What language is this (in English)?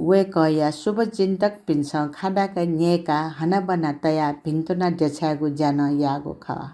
Newari